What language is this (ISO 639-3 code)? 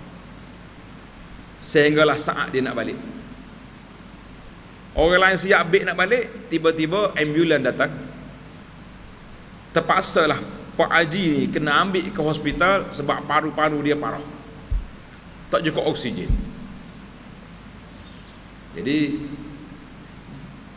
msa